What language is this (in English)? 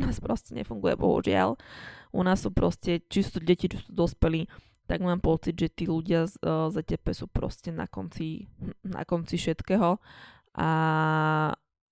Slovak